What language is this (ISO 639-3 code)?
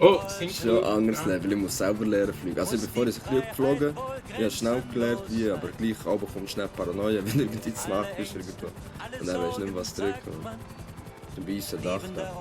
gsw